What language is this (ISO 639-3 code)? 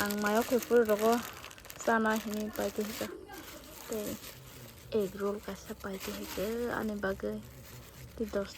trp